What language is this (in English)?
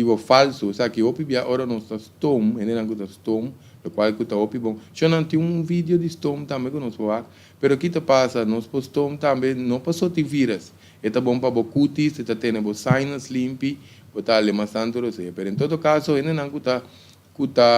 Papiamento